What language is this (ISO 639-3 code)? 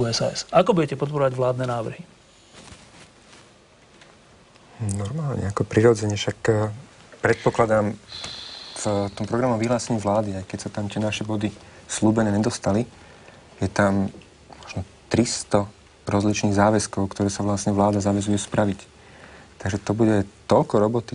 slk